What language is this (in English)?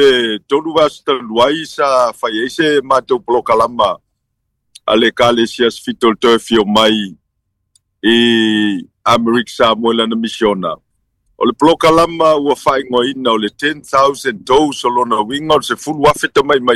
Samoan